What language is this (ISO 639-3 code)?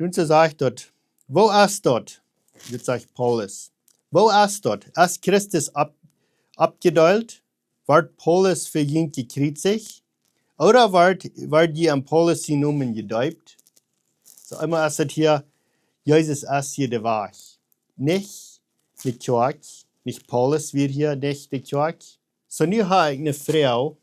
pdt